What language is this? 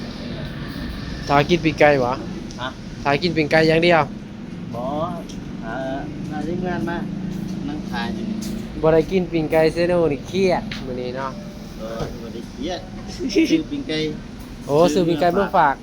Northeastern Thai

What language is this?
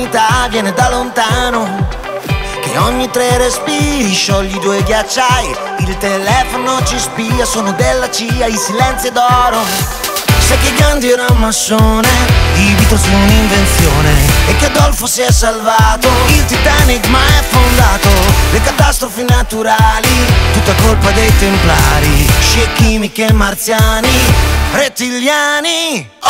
Italian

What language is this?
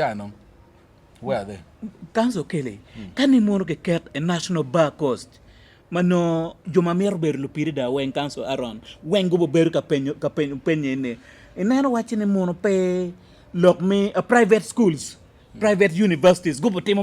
Acoli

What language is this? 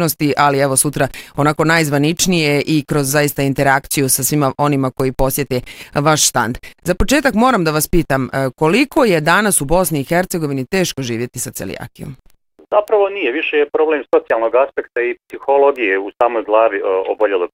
Bosnian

